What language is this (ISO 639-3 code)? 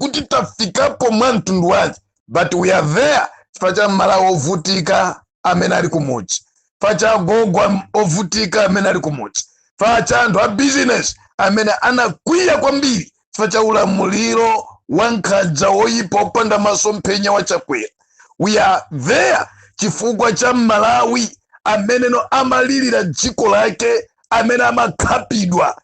nya